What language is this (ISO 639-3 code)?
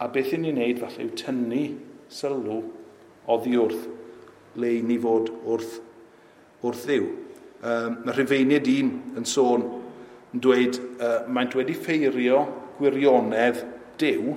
cym